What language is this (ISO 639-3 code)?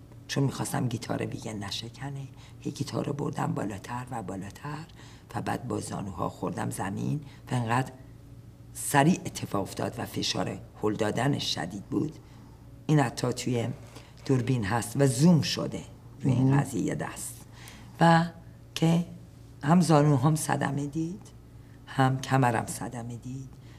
fas